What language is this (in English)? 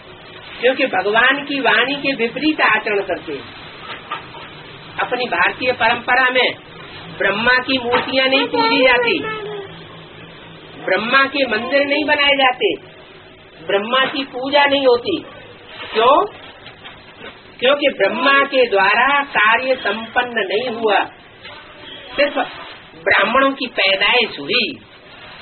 Hindi